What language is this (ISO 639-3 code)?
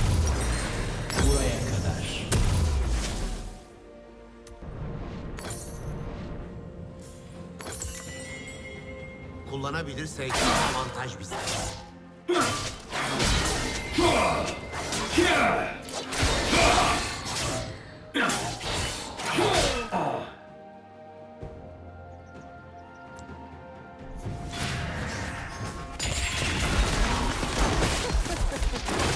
tur